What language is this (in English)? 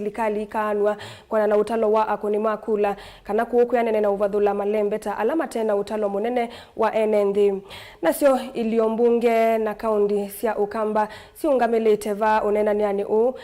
Kamba